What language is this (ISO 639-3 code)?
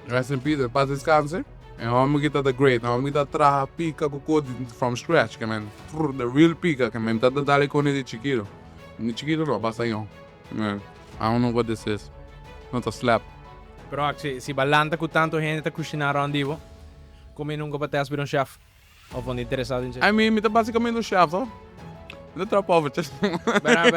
pap